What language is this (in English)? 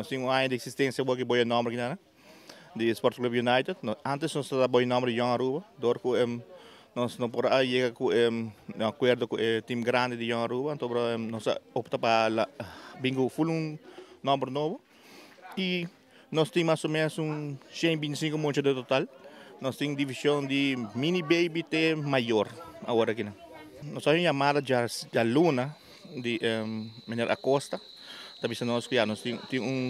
Papiamento